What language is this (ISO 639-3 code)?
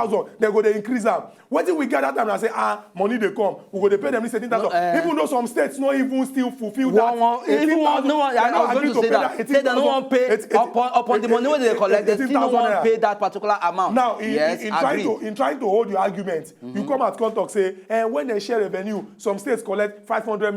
pcm